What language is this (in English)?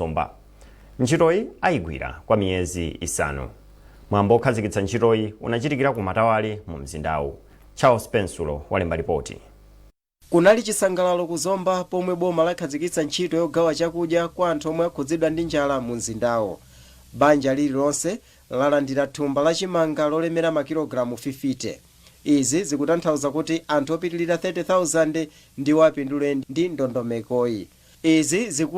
Nyanja